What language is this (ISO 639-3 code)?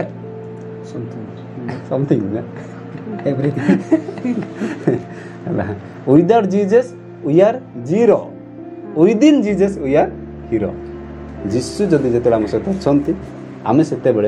ori